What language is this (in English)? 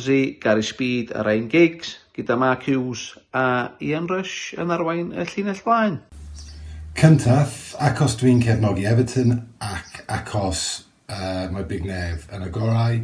Welsh